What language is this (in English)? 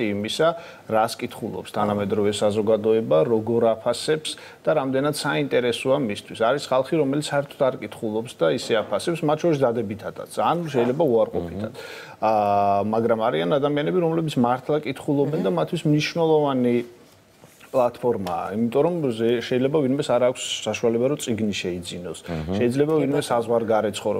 Georgian